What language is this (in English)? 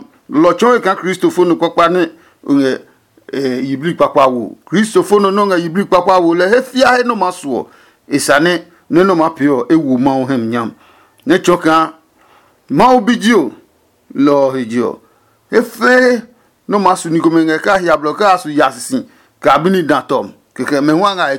Adangme